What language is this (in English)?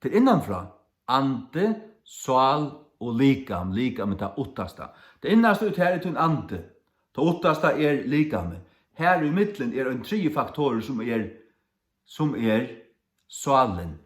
Faroese